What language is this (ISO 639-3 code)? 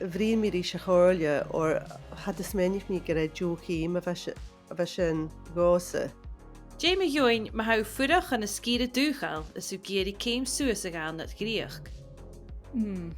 gla